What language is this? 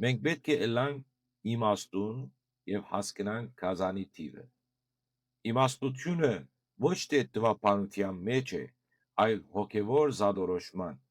Western Armenian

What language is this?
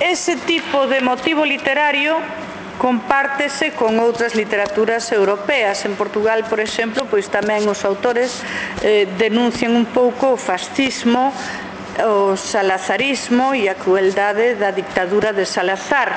Galician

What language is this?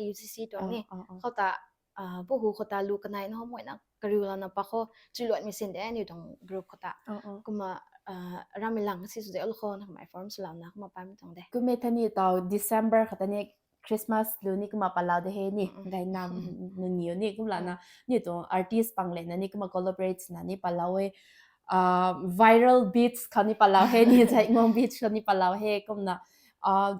Rongmei Naga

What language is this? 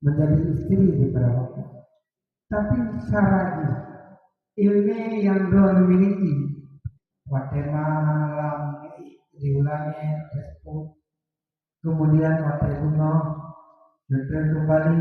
Achinese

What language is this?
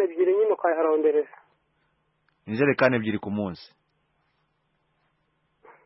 Kinyarwanda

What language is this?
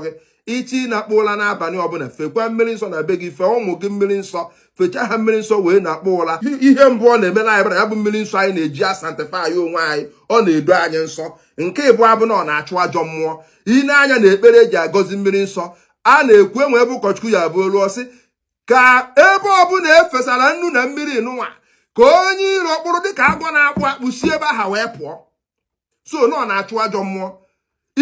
Igbo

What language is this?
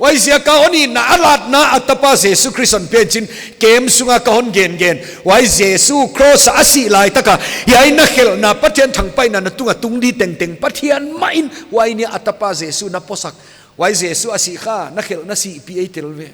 Paite Chin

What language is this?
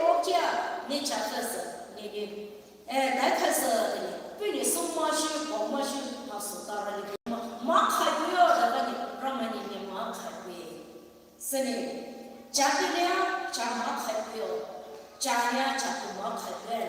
Poumei Naga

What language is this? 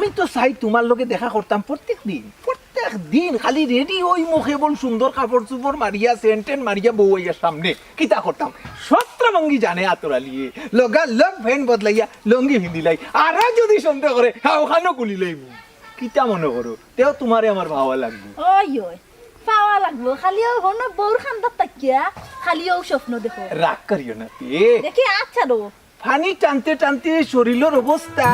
Sylheti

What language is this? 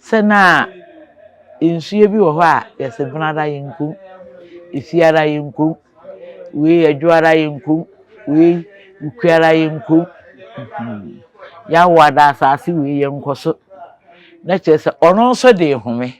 Akan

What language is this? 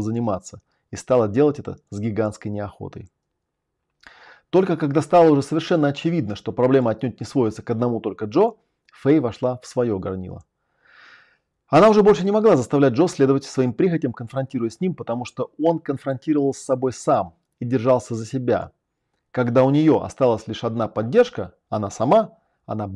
Russian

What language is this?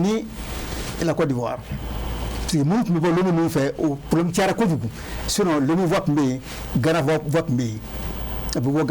Bambara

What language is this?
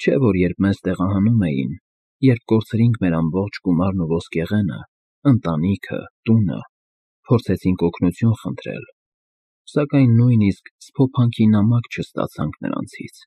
Armenian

